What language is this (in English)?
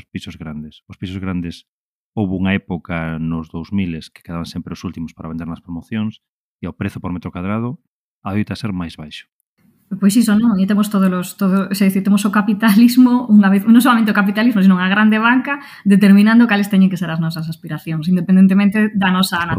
Galician